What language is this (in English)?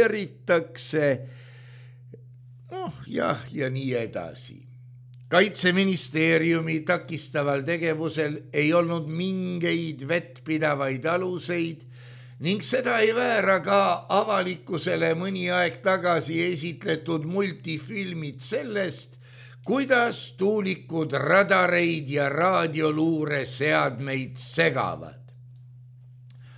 Estonian